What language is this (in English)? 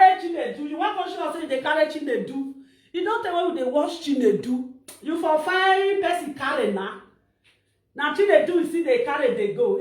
Nigerian Pidgin